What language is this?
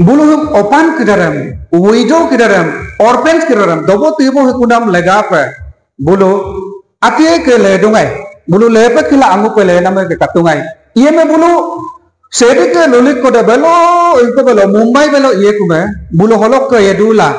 Adi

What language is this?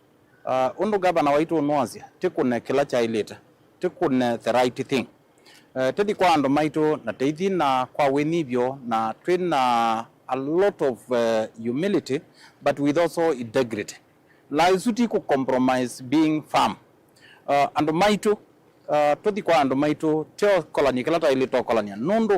Kamba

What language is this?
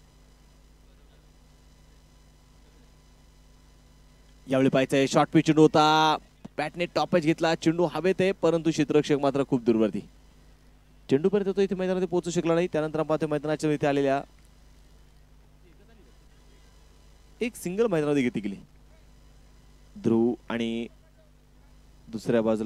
Marathi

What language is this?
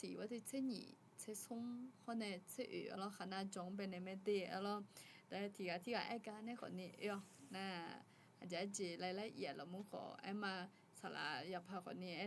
Akha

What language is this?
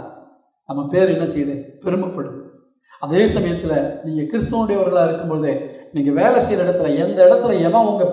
Tamil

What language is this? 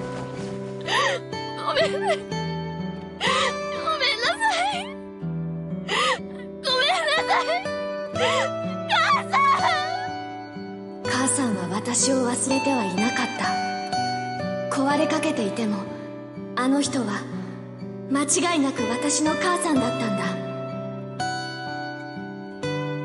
Japanese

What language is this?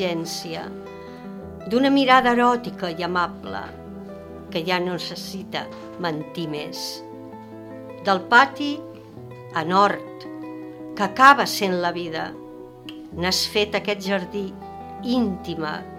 Catalan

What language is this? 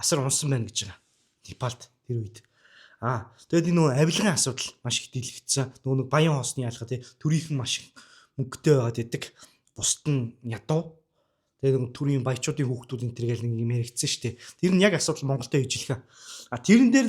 Mongolian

